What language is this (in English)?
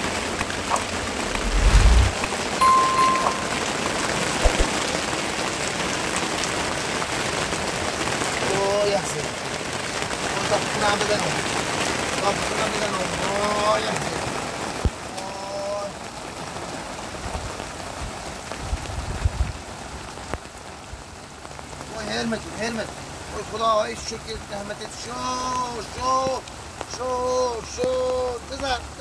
Persian